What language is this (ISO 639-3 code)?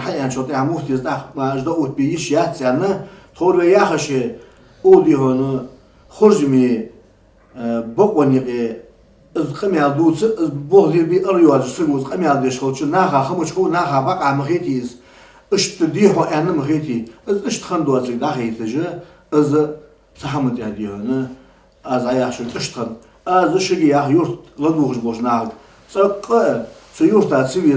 inh